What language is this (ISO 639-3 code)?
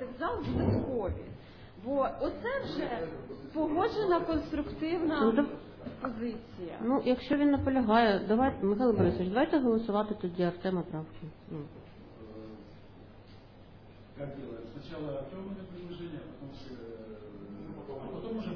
ukr